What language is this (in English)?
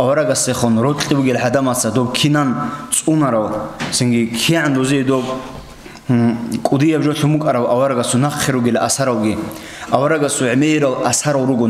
Avaric